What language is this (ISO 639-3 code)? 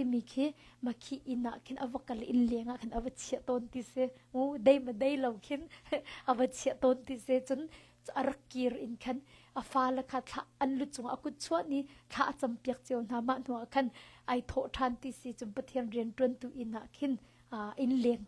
cnh